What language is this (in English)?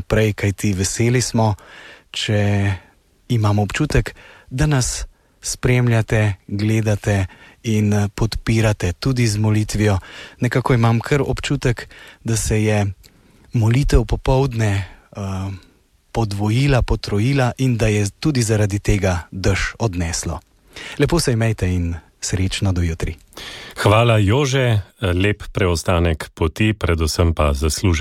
Slovenian